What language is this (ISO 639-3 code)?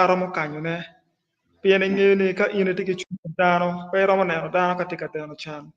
ach